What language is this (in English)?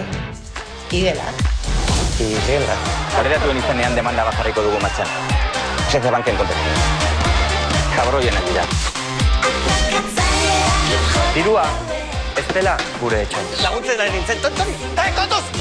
Basque